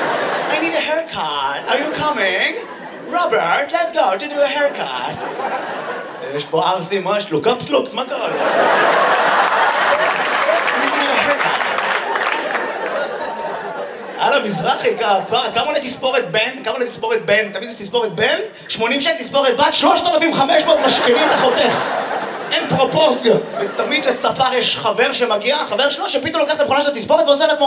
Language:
Hebrew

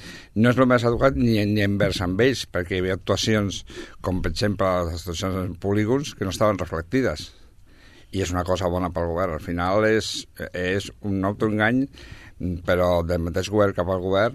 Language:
Catalan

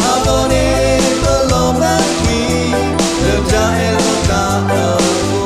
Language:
S'gaw Karen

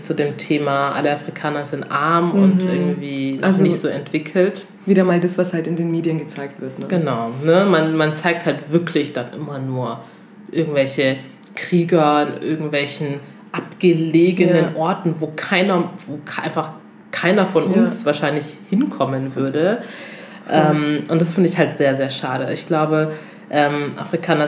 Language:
German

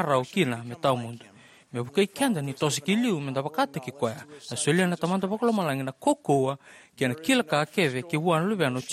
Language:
Fijian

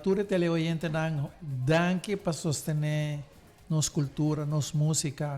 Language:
Papiamento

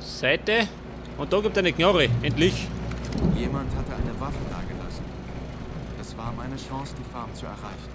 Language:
Bavarian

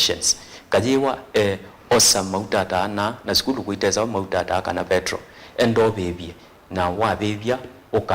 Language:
Kamba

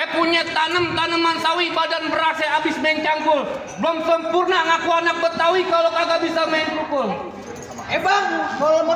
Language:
Betawi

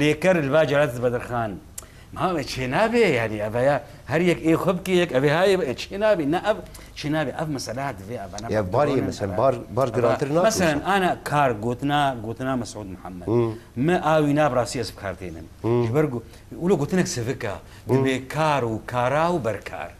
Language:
Kurdish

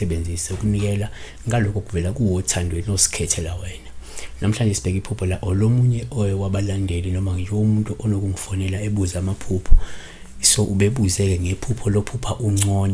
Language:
Zulu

